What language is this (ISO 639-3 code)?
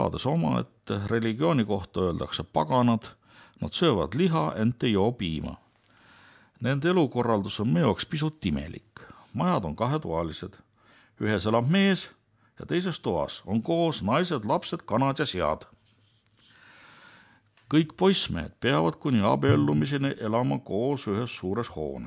est